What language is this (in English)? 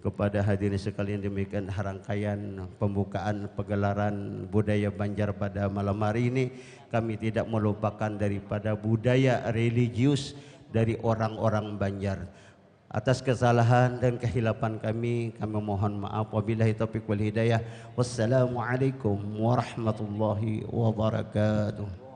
Banjar